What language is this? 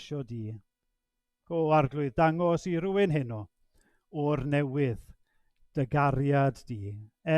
Welsh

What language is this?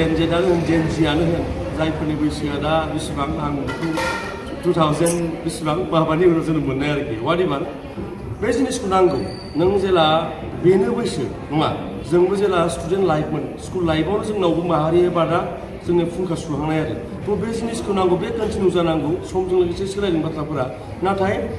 Bodo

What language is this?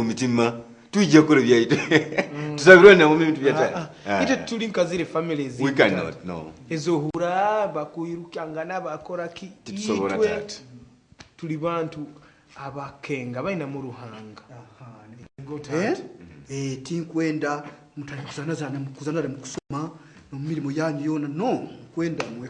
Nyoro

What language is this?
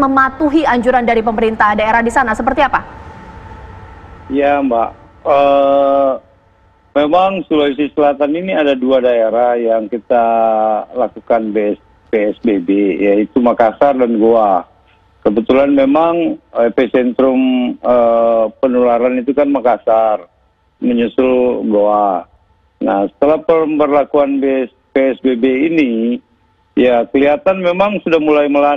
Indonesian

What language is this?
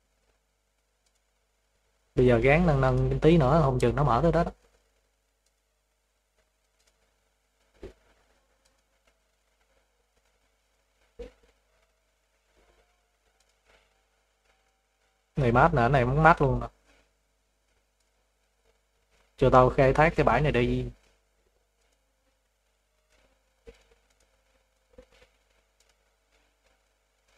Vietnamese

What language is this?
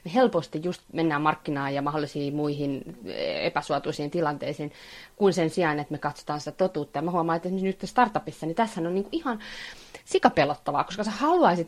Finnish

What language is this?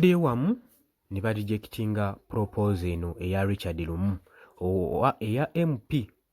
Ganda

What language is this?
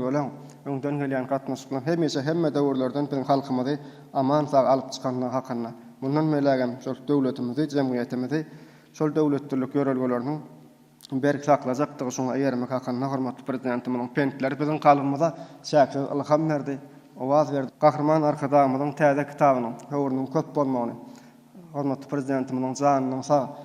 Turkmen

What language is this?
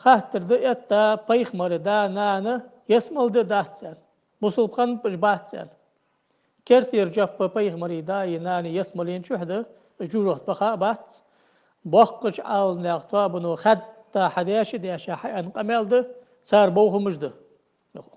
Ingush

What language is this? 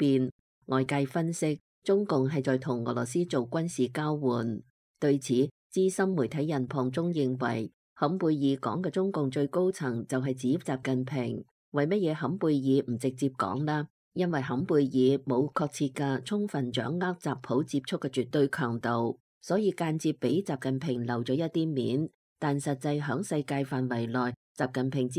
Cantonese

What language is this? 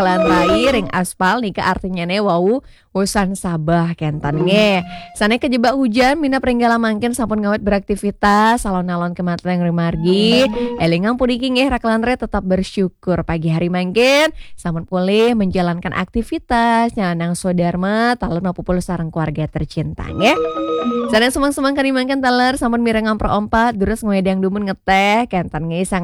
Balinese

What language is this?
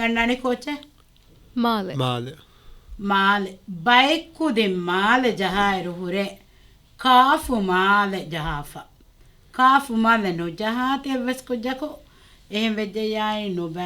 Divehi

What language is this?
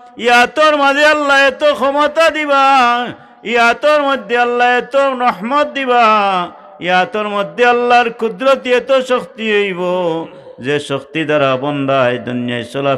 Sylheti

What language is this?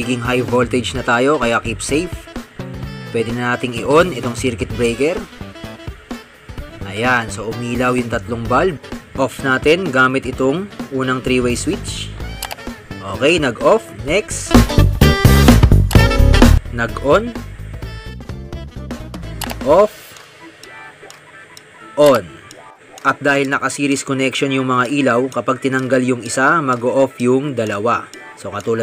Filipino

